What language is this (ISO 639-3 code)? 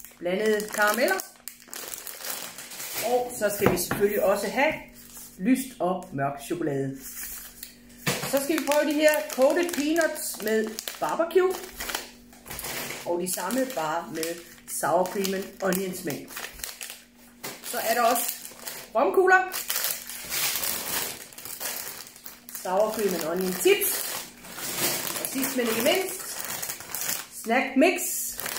dan